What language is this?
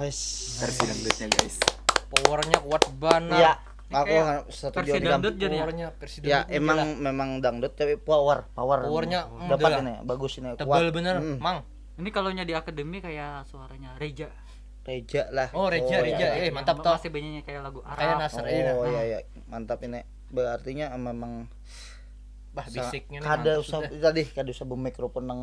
Banjar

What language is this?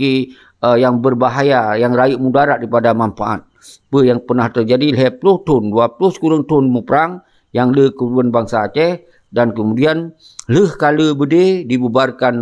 Achinese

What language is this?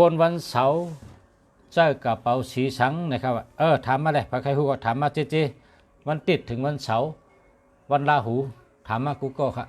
Shan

